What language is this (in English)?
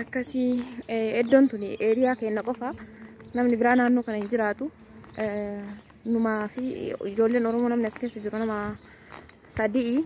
Oromo